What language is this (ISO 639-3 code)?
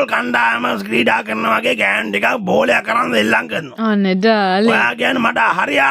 sin